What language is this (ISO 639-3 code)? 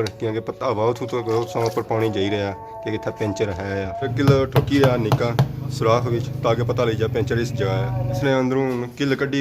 phr